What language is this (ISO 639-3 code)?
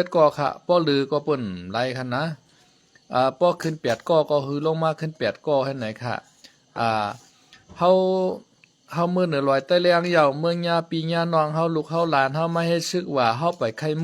shn